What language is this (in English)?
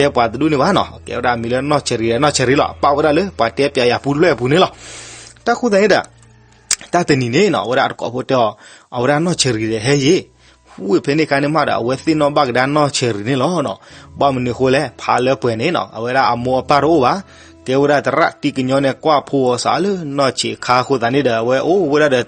S'gaw Karen